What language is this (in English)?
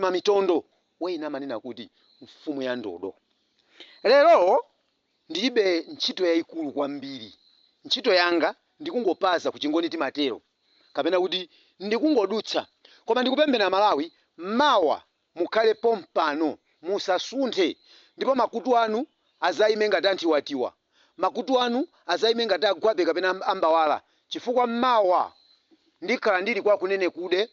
Nyanja